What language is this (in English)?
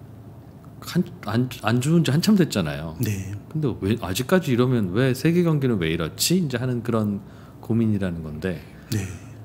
Korean